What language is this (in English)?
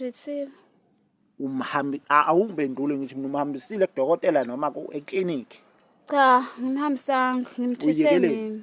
Zulu